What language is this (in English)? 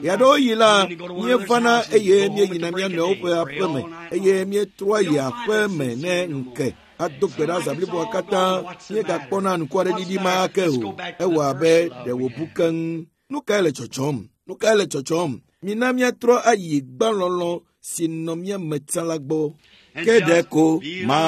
Ewe